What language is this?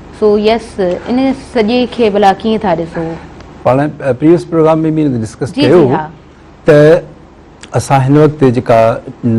Sindhi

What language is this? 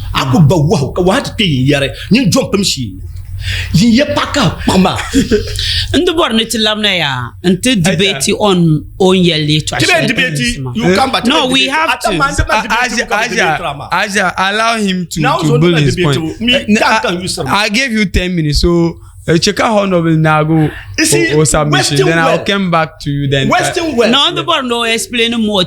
Dagbani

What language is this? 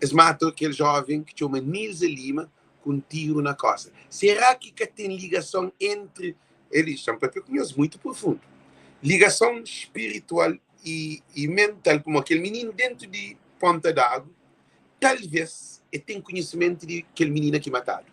Kabuverdianu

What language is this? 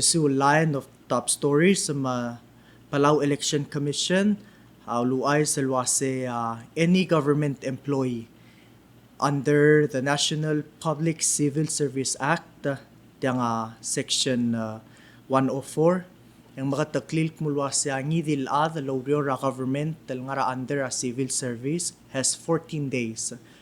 Palauan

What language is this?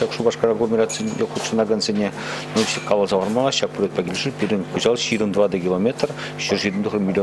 Chuvash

